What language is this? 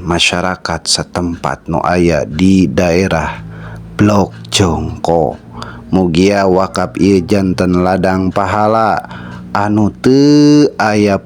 Sundanese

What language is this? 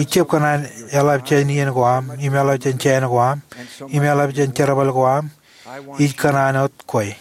Marshallese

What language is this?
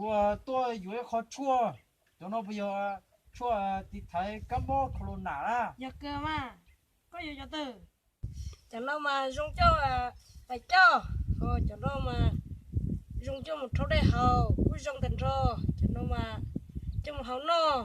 Hmong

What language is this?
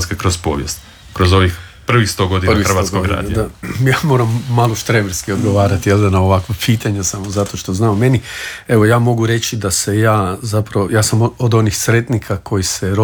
Croatian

